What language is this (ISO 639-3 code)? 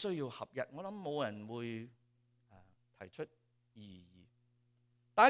yue